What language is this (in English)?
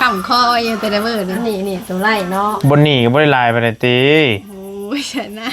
Northeastern Thai